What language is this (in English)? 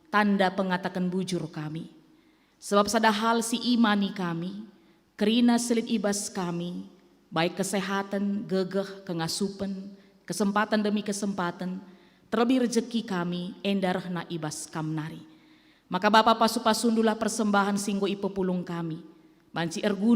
Batak Karo